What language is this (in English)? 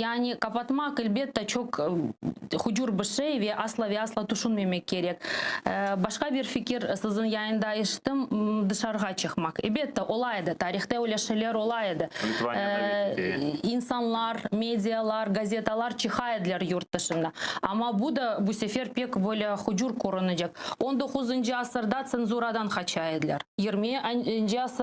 Crimean Tatar